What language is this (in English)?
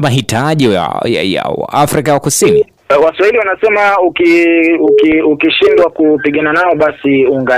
Swahili